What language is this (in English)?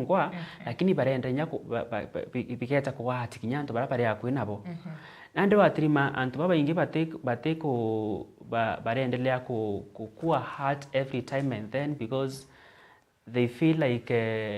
Meru